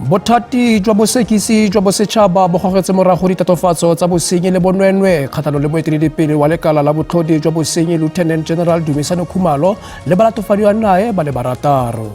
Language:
Tswana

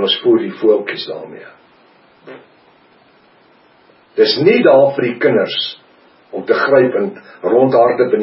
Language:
Afrikaans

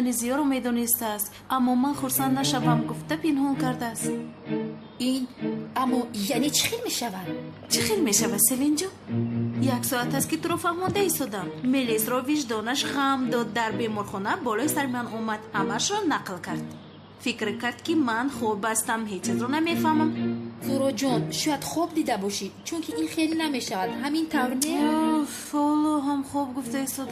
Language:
Tajik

